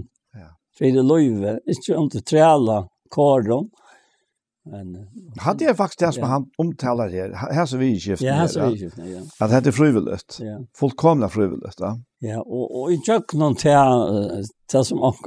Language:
Faroese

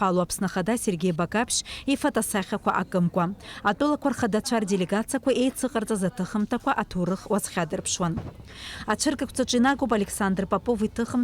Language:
Abkhazian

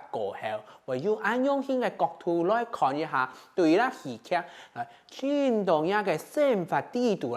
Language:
Hakka Chinese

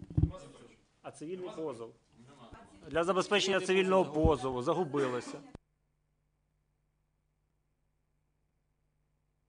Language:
Ukrainian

